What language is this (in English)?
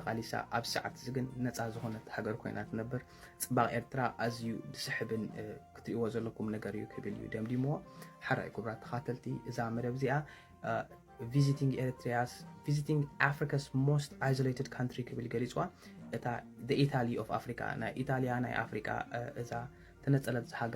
Tigrinya